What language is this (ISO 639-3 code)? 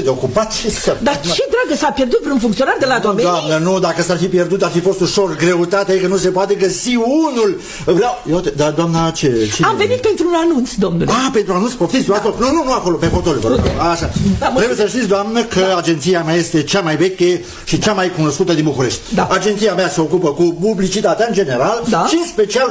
ron